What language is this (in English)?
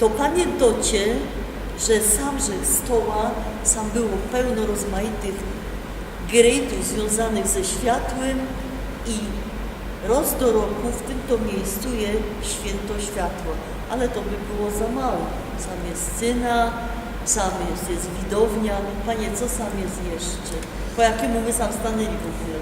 Silesian